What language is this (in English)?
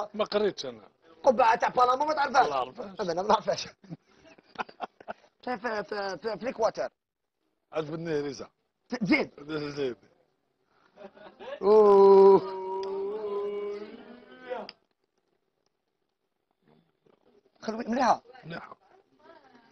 Algerian Arabic